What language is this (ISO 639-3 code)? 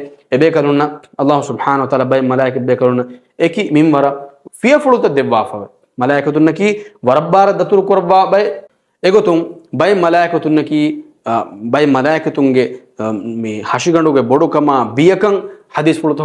div